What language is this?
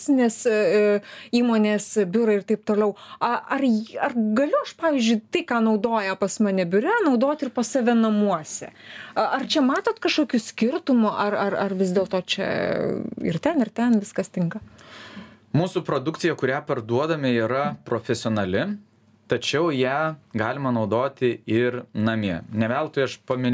Lithuanian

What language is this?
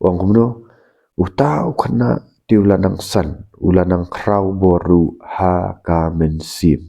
Khasi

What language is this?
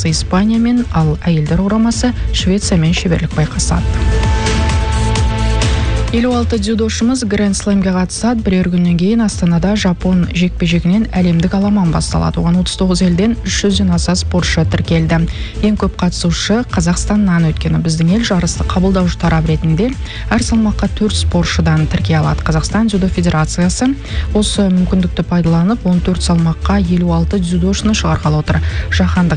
Kazakh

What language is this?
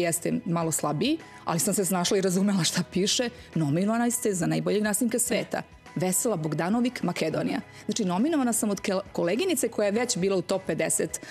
Serbian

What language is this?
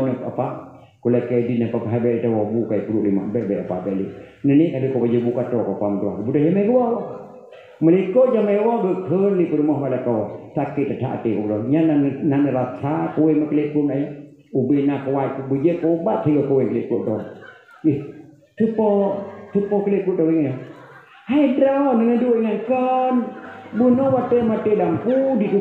Achinese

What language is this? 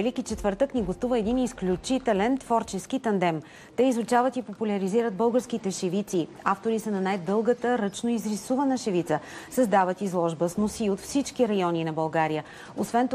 Bulgarian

